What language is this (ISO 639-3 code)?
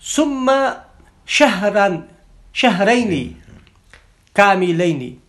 inh